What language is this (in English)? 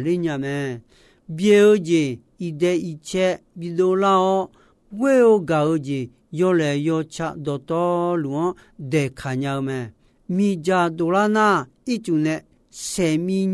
Akha